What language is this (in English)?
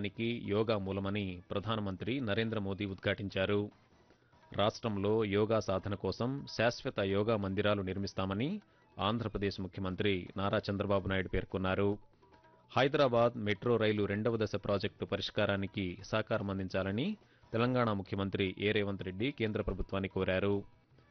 Telugu